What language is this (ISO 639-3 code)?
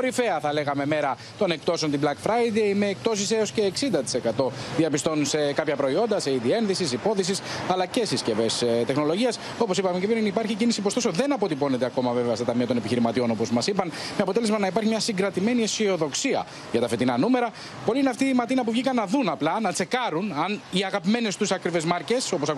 ell